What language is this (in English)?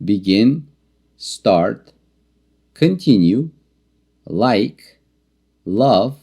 Uzbek